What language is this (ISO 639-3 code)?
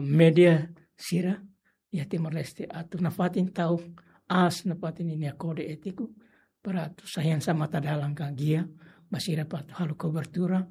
tet